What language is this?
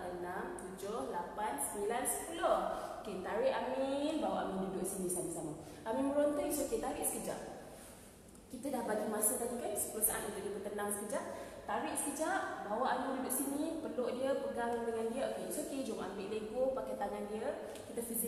Malay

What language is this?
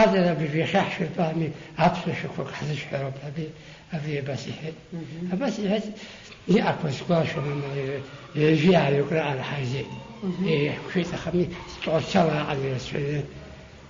Abkhazian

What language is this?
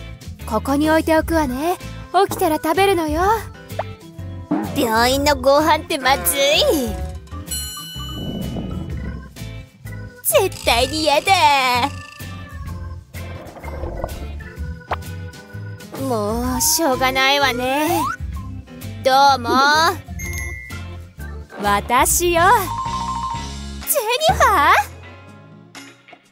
Japanese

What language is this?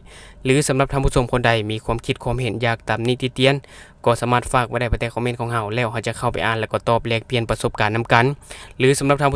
Lao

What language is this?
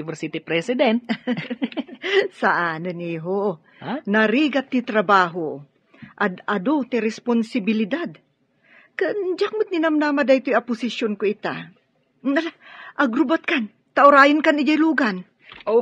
Iloko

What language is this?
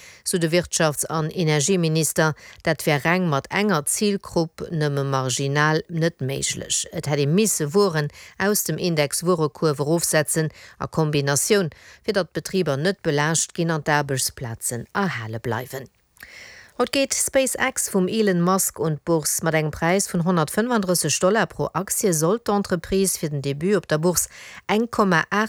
Luxembourgish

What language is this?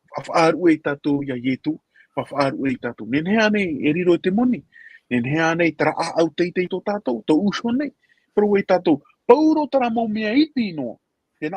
Tahitian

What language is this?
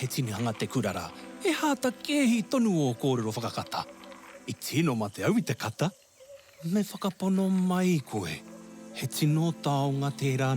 Māori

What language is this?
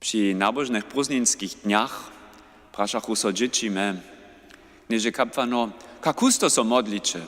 Upper Sorbian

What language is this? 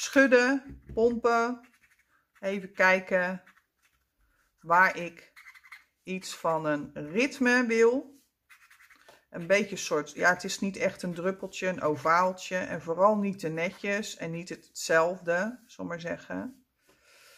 Dutch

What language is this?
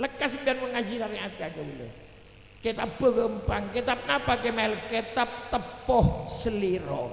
Madurese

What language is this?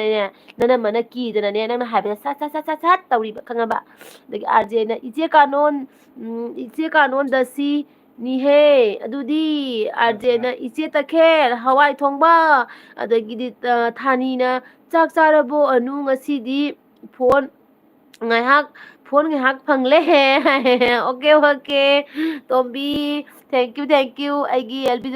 Manipuri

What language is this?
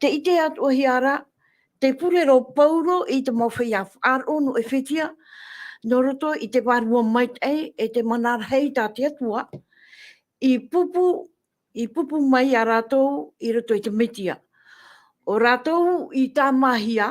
Tahitian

